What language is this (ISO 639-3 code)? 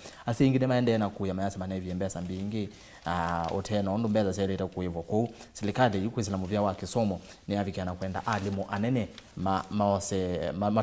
kam